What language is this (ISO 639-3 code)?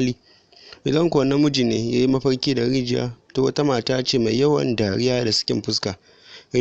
hau